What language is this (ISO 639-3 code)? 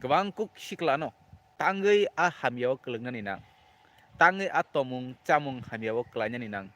trp